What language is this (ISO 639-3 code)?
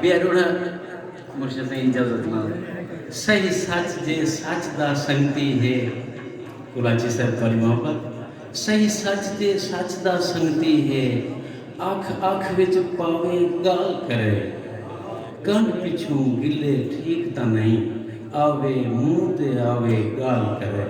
skr